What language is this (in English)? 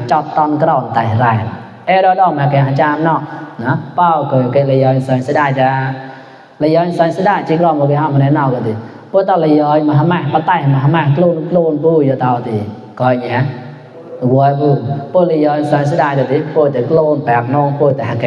Mon